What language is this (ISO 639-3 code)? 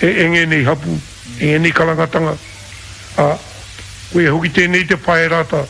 mri